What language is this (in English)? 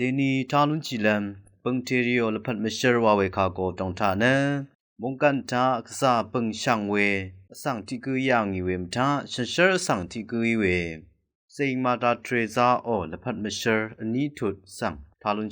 Rawang